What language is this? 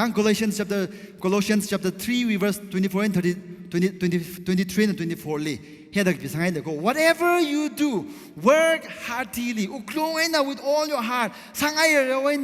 Tangkhul Naga (India)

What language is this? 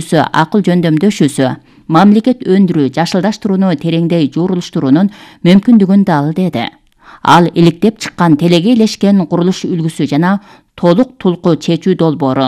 Kyrgyz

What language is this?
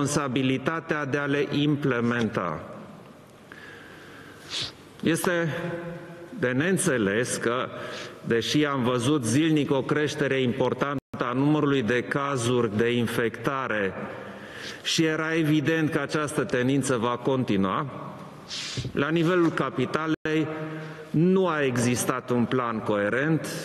Romanian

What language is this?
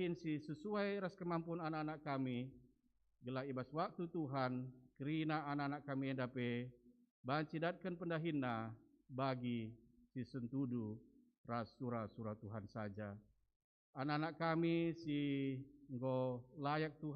Batak Karo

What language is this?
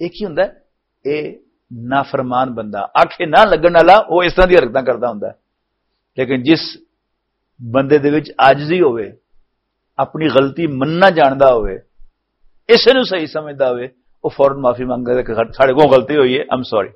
Western Panjabi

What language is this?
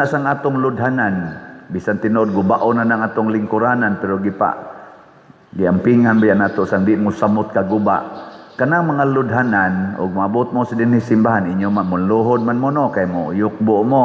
Cebuano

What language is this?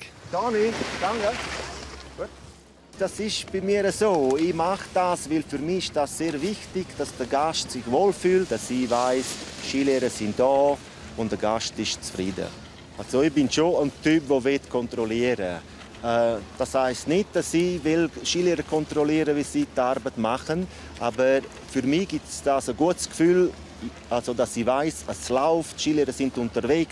Swiss German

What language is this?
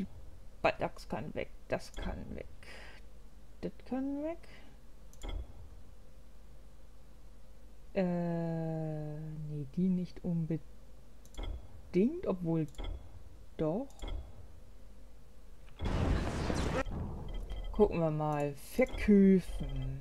German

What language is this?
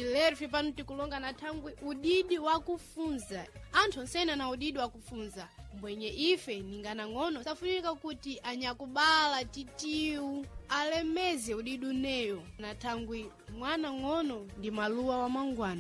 Sena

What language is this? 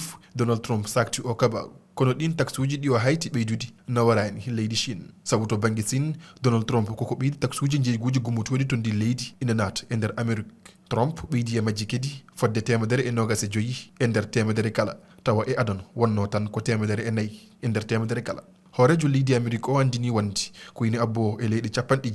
Fula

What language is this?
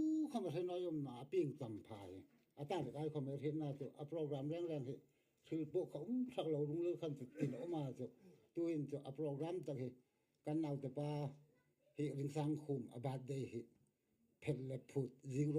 Hmar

